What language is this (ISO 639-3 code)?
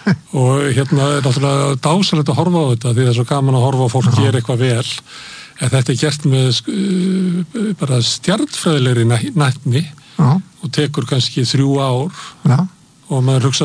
isl